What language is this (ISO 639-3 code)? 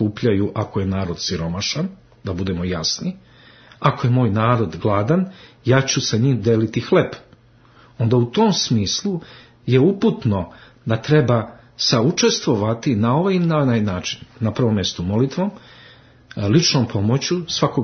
srp